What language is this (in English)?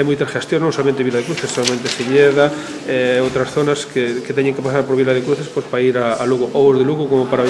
Galician